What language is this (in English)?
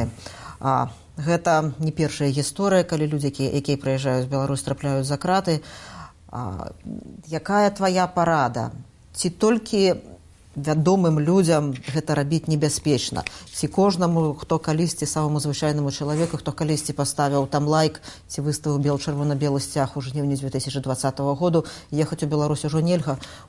Belarusian